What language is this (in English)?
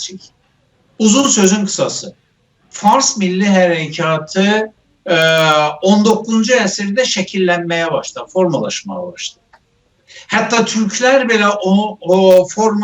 South Azerbaijani